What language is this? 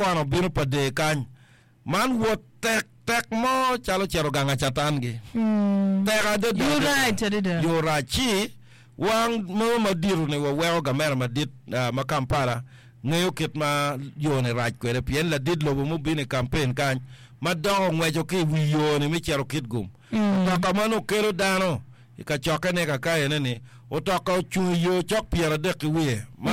Acoli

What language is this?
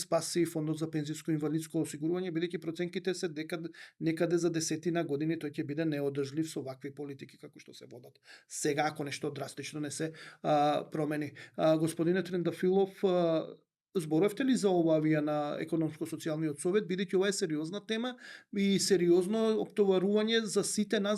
Macedonian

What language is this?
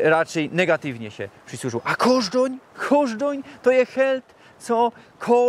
Silesian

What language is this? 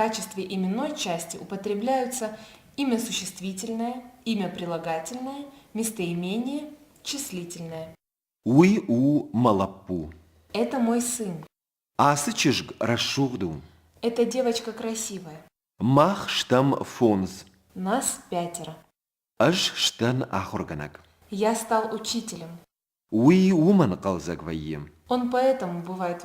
Ossetic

